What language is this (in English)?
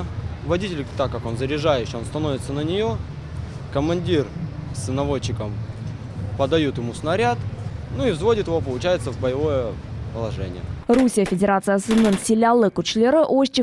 Crimean Tatar